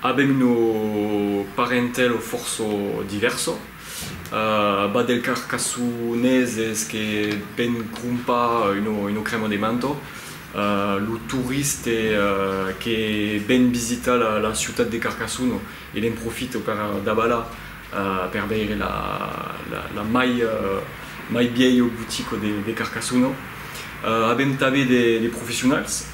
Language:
Occitan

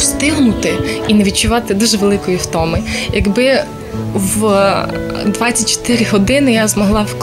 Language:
Ukrainian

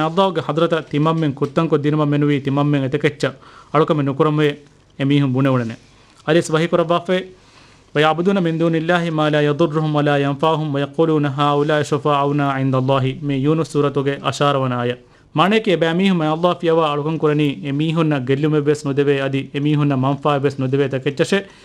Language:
Divehi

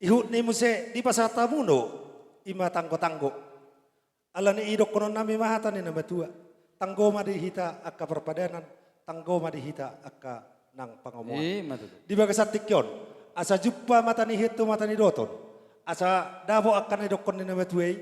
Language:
Batak Toba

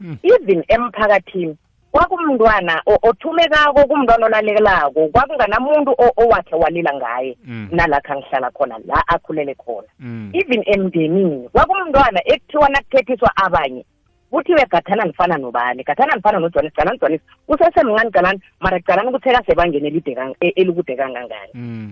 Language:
South Ndebele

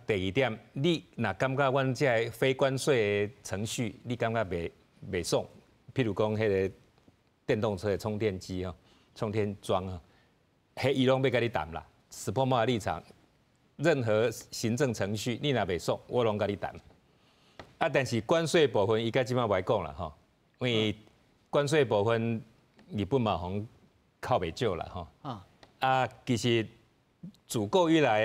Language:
Min Nan Chinese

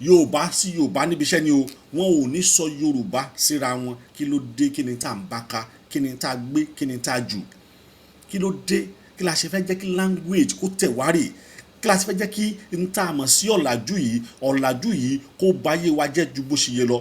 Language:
Yoruba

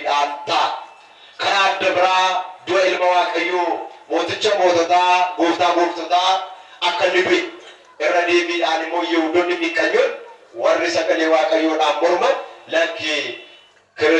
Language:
Oromo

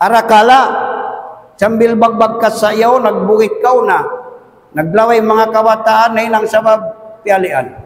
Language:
Tausug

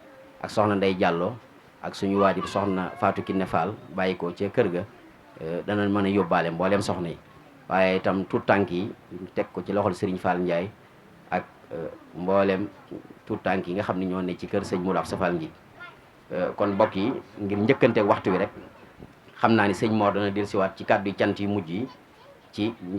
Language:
Wolof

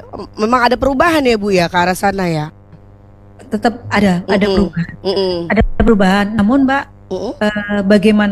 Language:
Indonesian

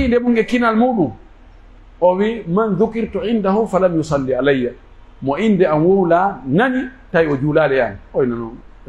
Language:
Pular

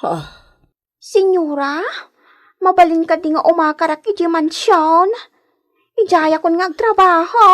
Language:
Iloko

